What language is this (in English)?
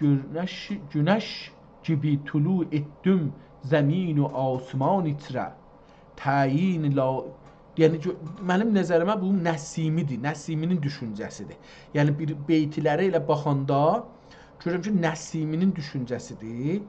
South Azerbaijani